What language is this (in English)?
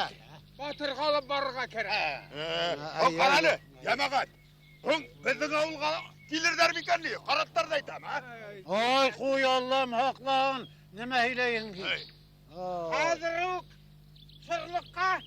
Bashkir